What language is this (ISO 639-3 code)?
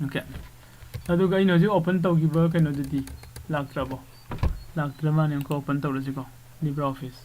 mni